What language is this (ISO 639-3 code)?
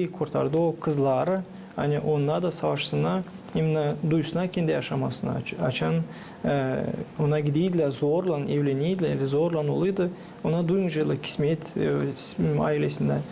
gag